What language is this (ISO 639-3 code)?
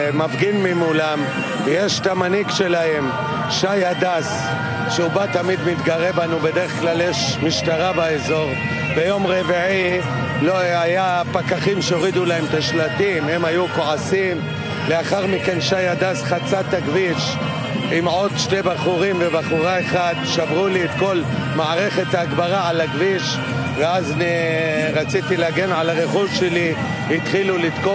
heb